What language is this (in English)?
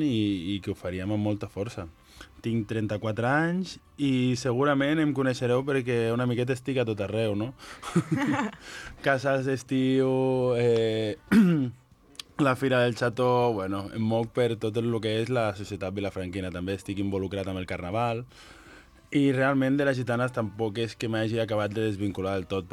Catalan